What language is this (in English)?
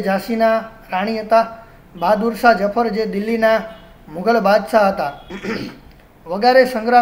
Gujarati